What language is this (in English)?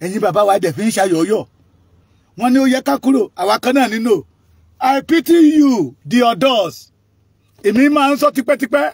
Yoruba